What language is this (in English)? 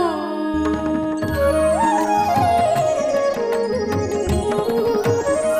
Telugu